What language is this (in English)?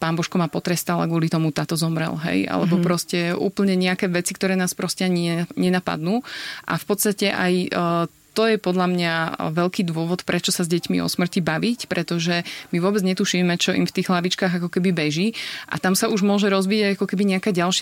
Slovak